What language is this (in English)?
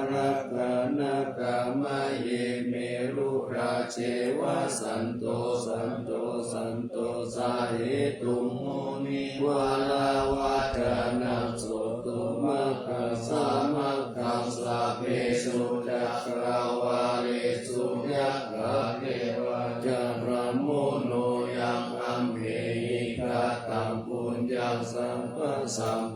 Pali